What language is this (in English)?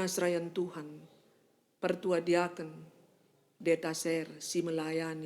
Batak Karo